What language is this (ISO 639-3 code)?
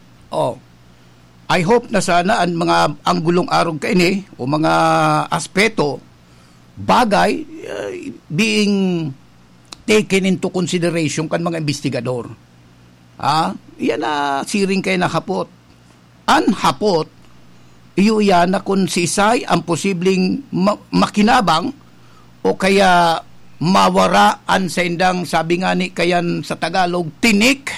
bik